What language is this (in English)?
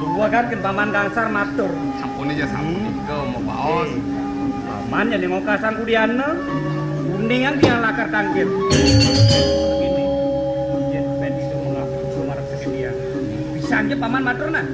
Balinese